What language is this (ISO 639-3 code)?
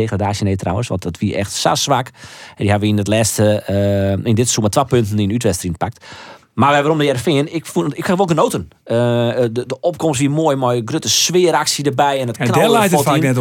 fry